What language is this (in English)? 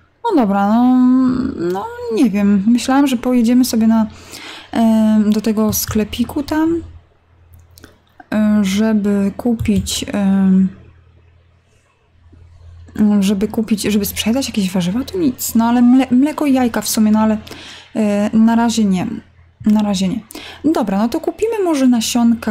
Polish